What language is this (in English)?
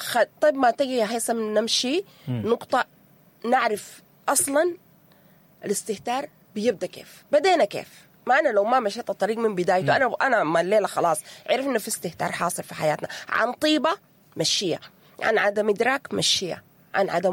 Sudanese Arabic